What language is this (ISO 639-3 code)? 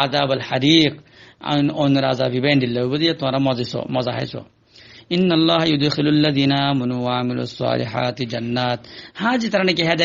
rhg